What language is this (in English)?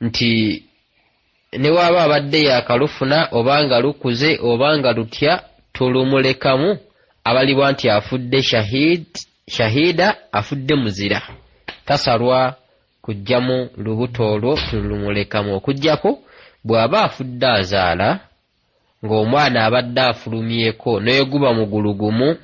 Ganda